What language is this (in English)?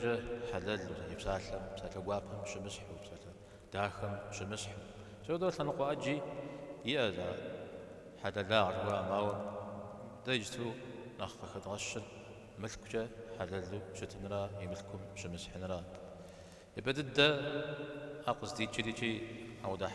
Kabardian